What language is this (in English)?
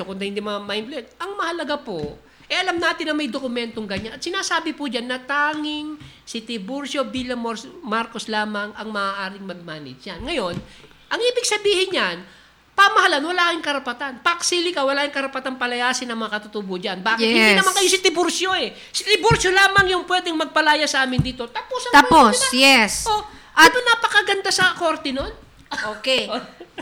Filipino